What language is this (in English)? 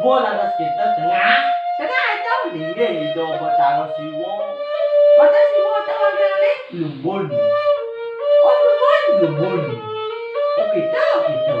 Balinese